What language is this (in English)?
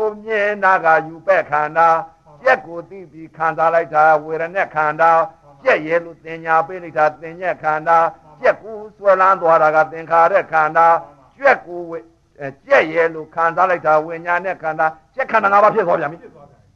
Burmese